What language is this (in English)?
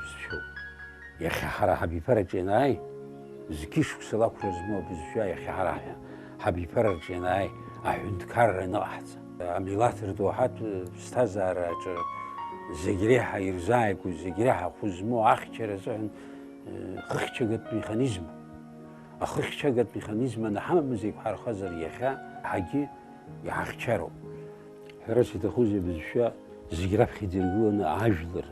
Abkhazian